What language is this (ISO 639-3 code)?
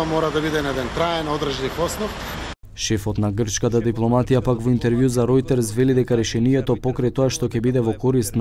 mkd